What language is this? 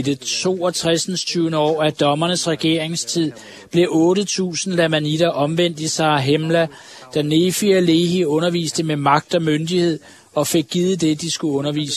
Danish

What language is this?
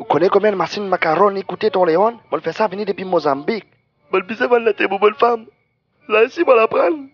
Morisyen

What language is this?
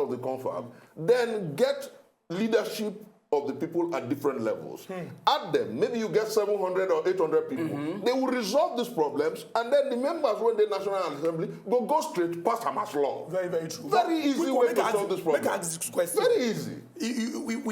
Nigerian Pidgin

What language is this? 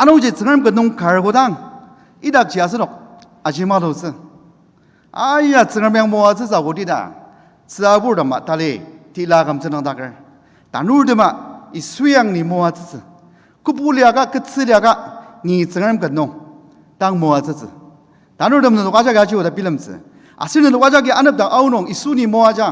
Ao Naga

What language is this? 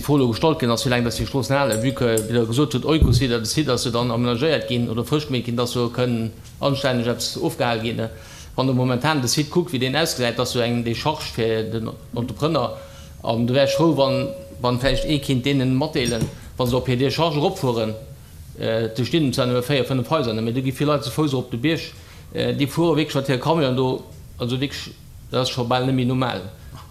Luxembourgish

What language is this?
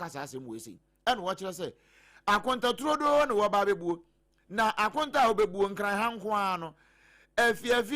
Akan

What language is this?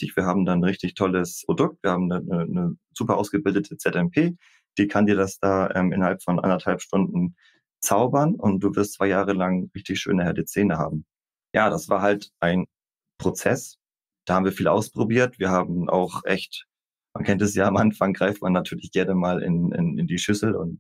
German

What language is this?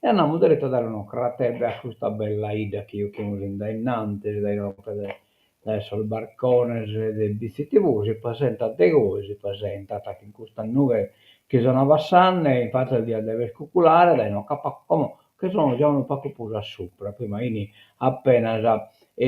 Sardinian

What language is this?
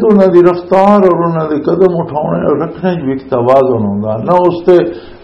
Western Panjabi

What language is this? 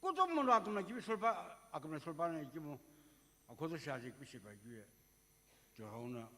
Sumi Naga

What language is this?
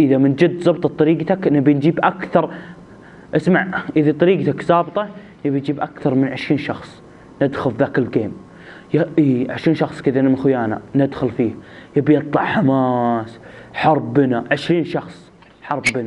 Gulf Arabic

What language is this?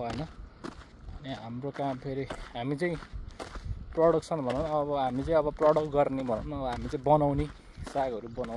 Nepali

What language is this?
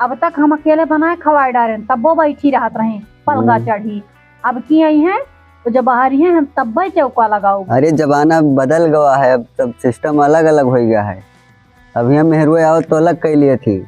Awadhi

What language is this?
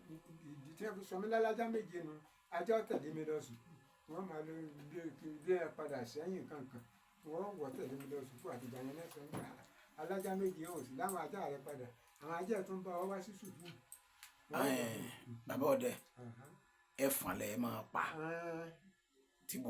Yoruba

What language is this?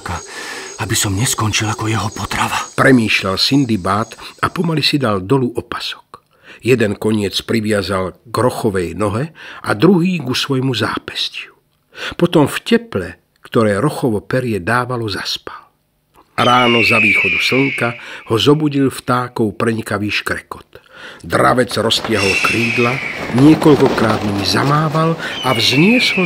Slovak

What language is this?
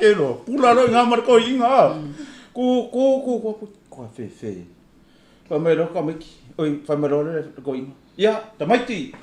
Samoan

